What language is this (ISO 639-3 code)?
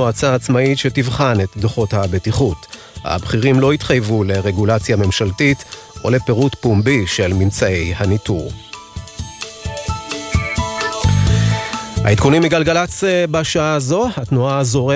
heb